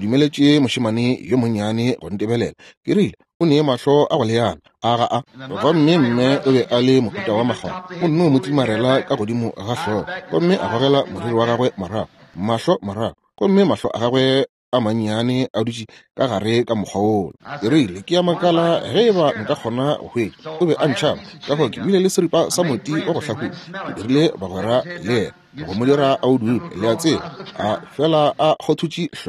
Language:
Northern Sotho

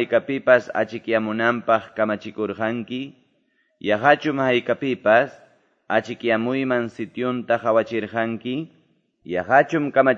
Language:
Quechua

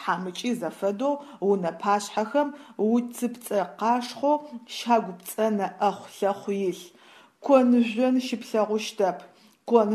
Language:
Adyghe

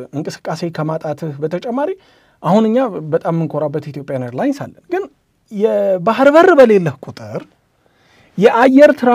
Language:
Amharic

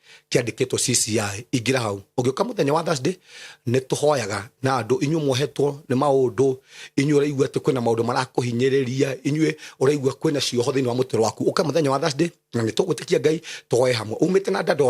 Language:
Kikuyu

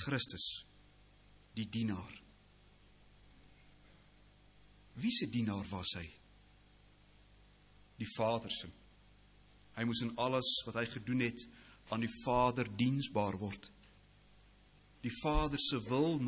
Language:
Afrikaans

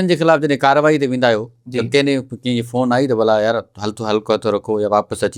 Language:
Sindhi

